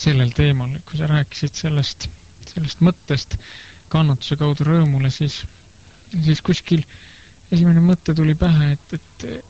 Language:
Estonian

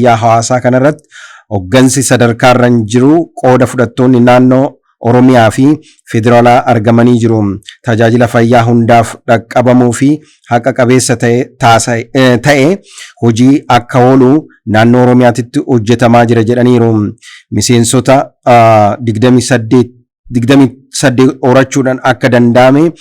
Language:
Oromo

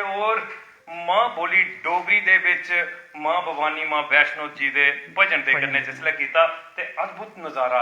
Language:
Dogri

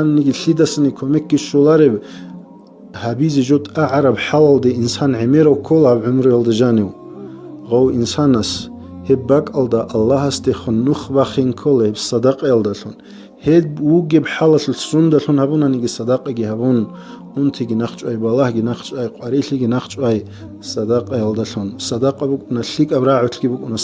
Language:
Avaric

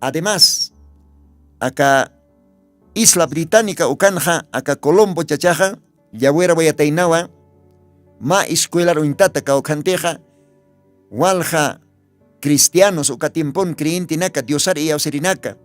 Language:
Aymara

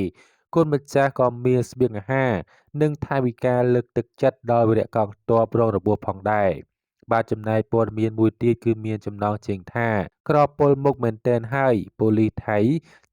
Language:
Khmer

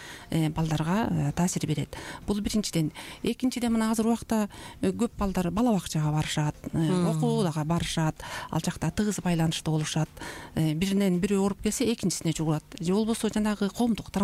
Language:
Kyrgyz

